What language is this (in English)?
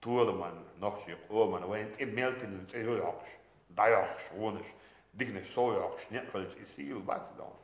Chechen